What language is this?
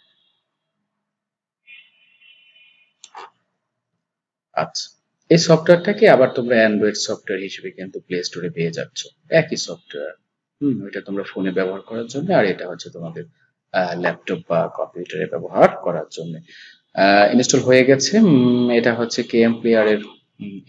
Bangla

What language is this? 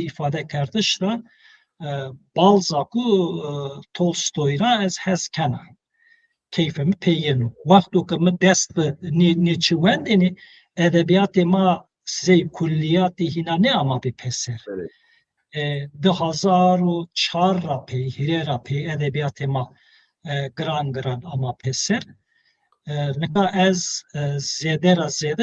Zaza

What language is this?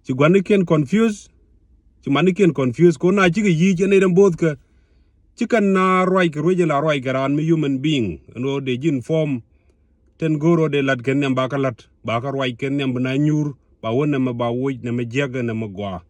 Nuer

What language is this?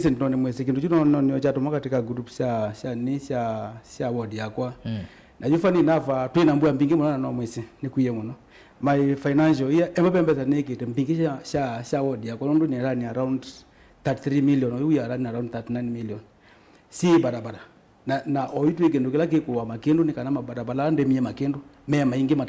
Kamba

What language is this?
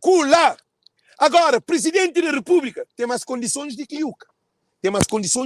Kabuverdianu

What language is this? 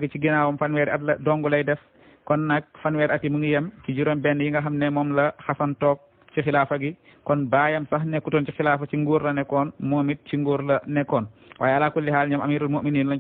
Wolof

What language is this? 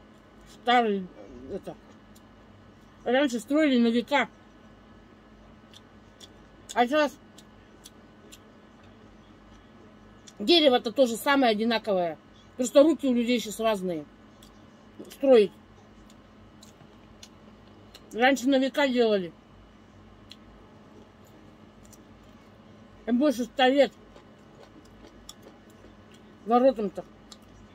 Russian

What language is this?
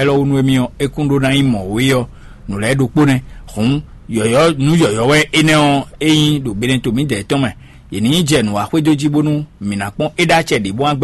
Fon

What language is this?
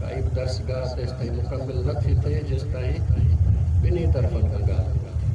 Sindhi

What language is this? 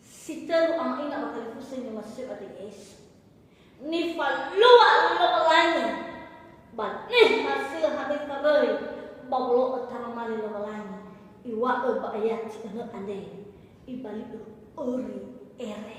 Nias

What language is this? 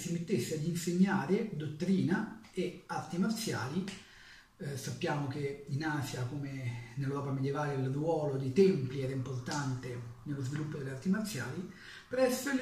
Italian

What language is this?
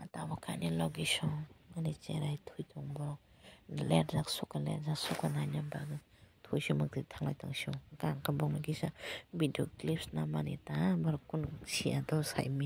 Kok Borok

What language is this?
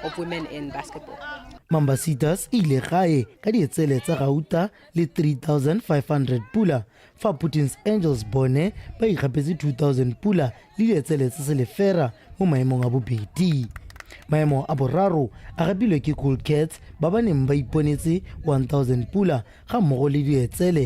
Tswana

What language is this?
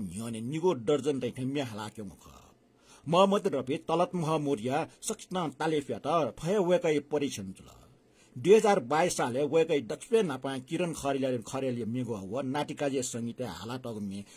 Newari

